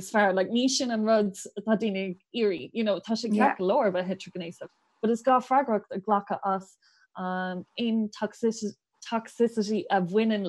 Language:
Irish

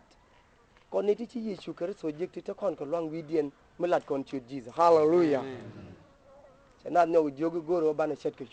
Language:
Nuer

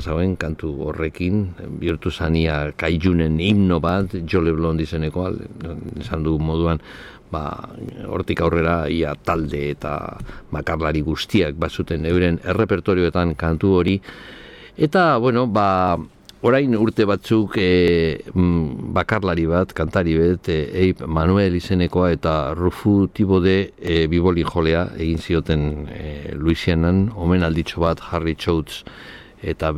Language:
Basque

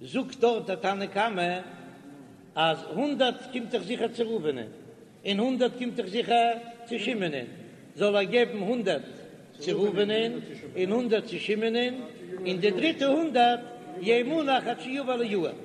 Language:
Yiddish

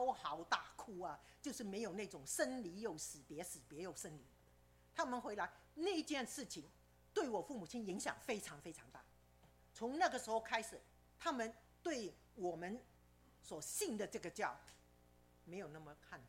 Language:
Chinese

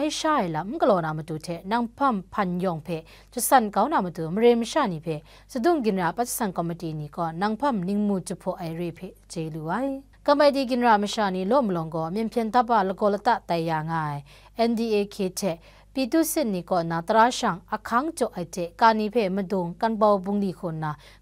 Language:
Kachin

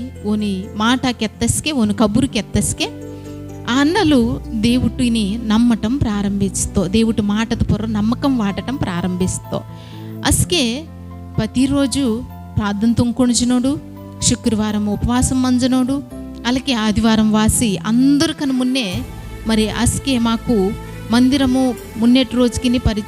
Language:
Koya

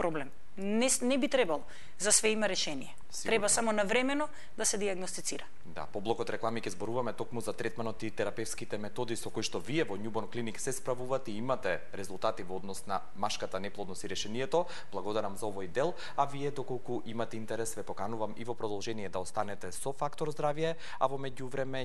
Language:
Macedonian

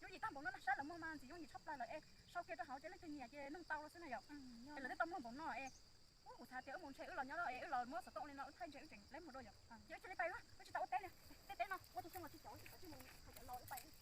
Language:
Hmong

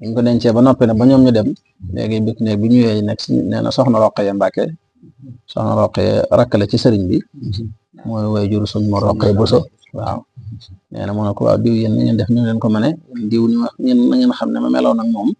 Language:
Wolof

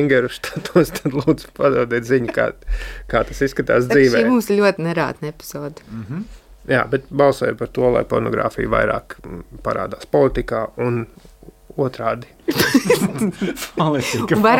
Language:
Latvian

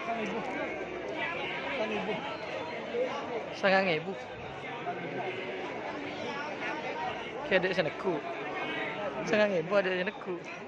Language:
Indonesian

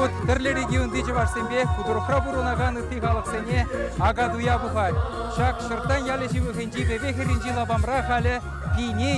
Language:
Chuvash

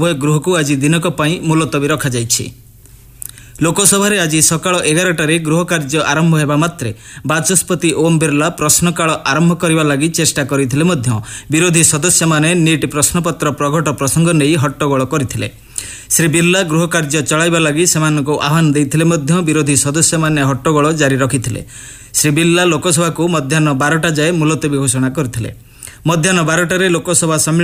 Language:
Odia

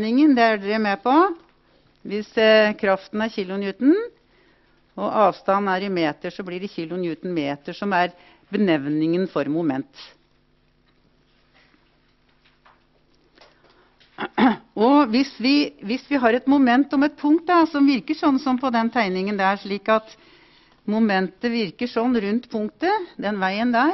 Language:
Norwegian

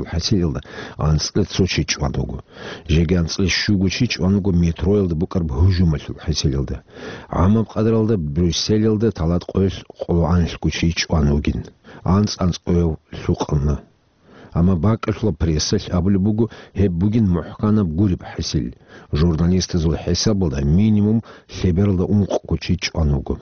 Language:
Avaric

